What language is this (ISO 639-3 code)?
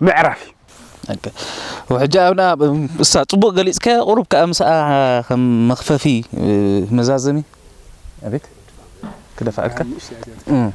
tir